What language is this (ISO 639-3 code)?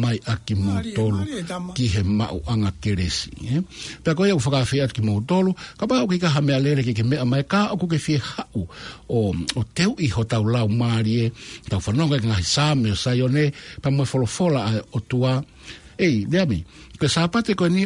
ton